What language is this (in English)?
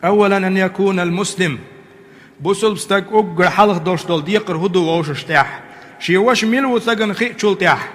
Chechen